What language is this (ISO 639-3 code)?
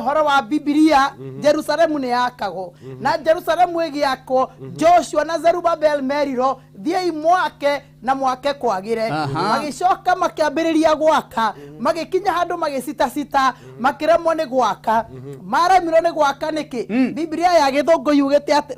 kik